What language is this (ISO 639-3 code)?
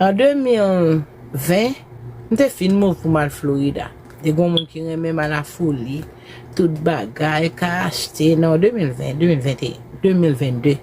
hat